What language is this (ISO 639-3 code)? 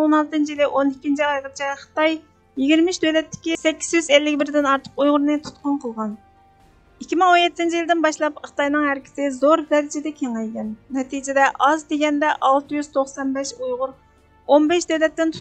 uig